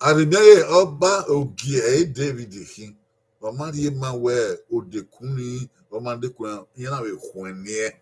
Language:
Bini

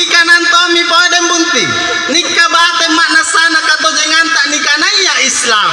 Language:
Makasar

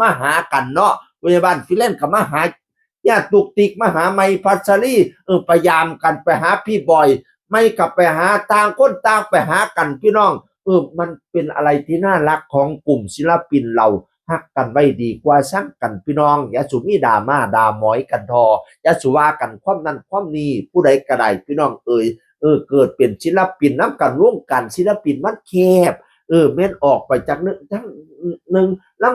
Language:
Northeastern Thai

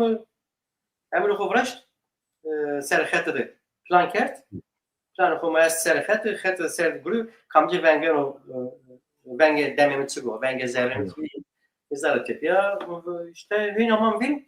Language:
Zaza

